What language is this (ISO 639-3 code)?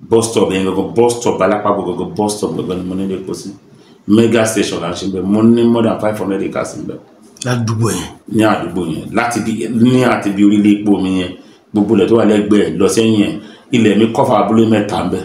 yor